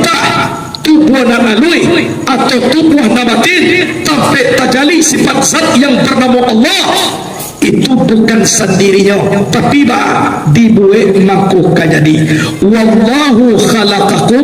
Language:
Minangkabau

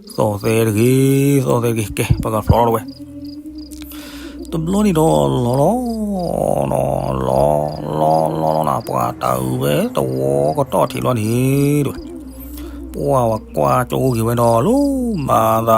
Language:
S'gaw Karen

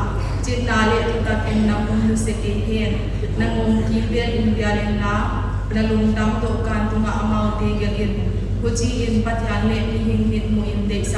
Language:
Paite Chin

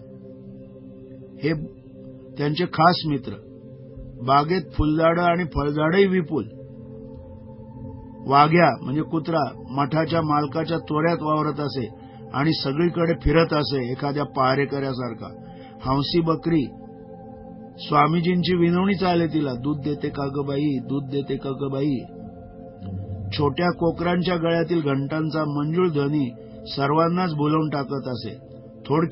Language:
Marathi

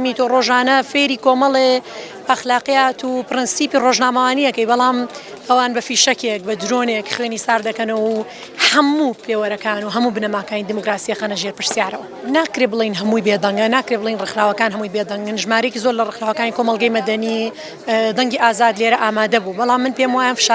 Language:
Central Kurdish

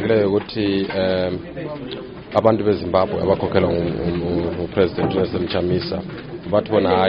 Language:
North Ndebele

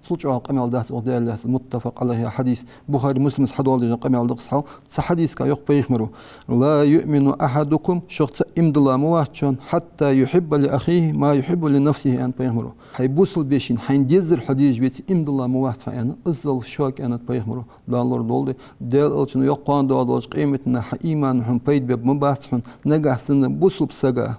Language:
Ingush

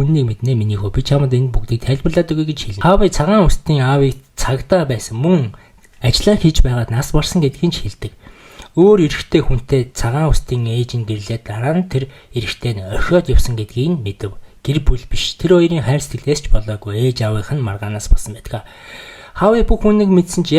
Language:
Mongolian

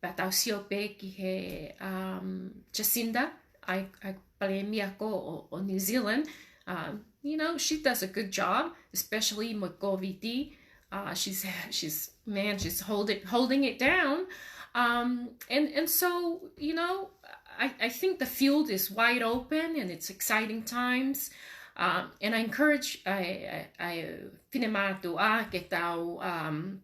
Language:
Tongan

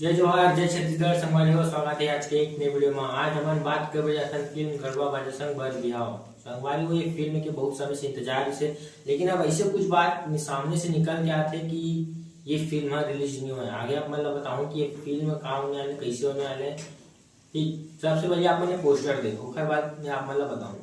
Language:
Chhattisgarhi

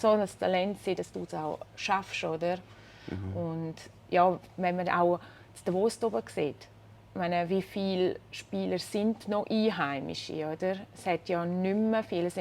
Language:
Swiss German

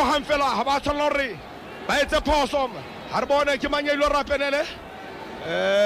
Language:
Southern Sotho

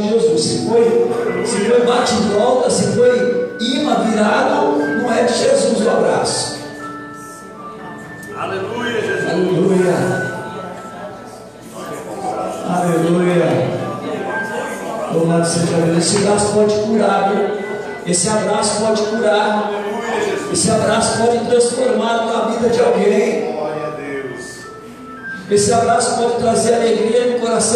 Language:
Portuguese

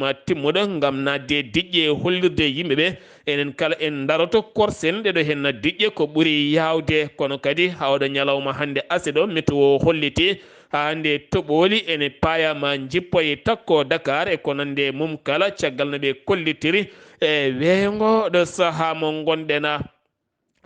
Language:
Fula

